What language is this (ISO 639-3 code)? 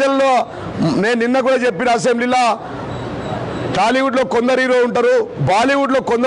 tel